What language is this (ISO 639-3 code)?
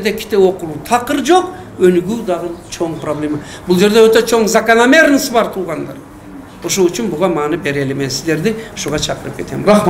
kir